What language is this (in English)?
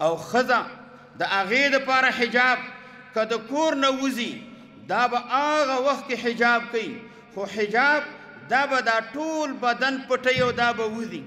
Pashto